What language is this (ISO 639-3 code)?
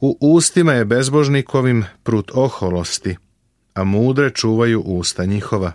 srp